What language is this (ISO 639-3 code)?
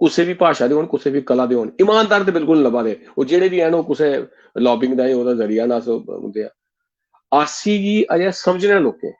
doi